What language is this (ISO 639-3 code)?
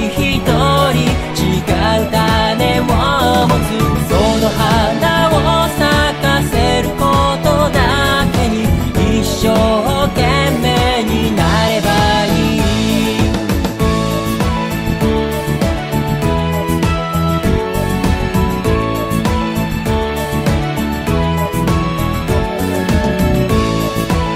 jpn